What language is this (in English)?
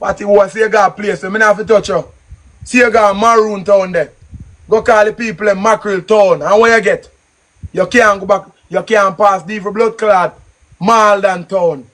Jamaican Creole English